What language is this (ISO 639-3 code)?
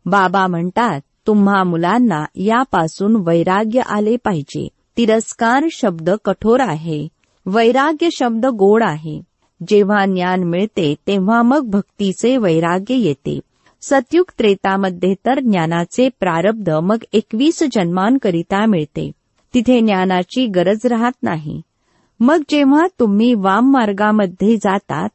mar